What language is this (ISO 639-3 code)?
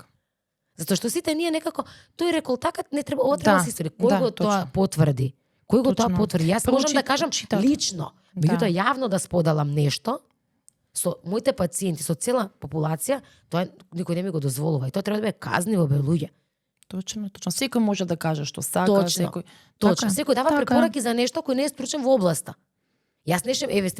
mkd